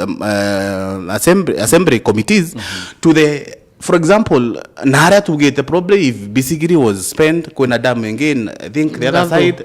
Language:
Meru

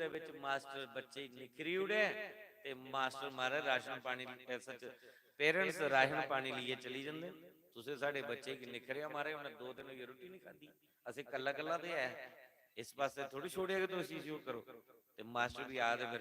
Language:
Dogri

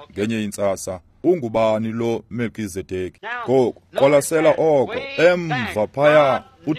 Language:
Xhosa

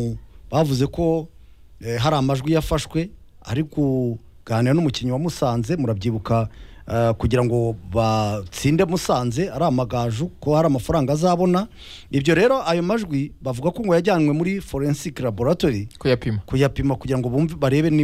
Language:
Kinyarwanda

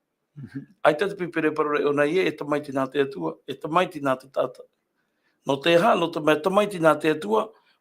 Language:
Tahitian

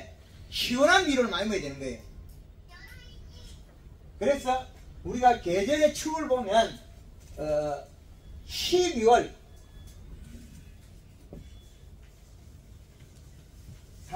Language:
Korean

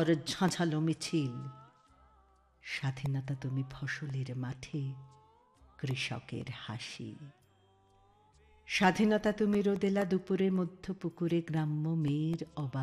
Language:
Bangla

